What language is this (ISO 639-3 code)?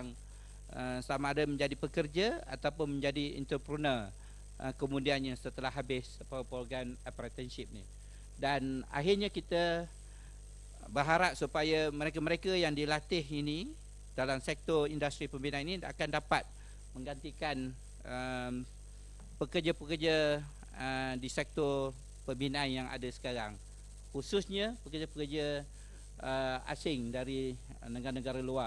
msa